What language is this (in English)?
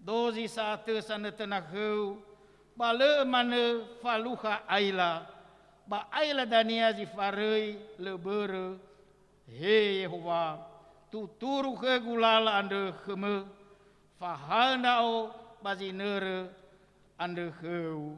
Nias